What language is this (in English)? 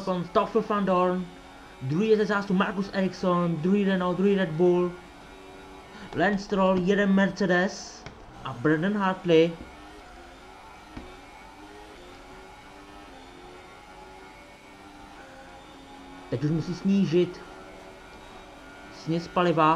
Czech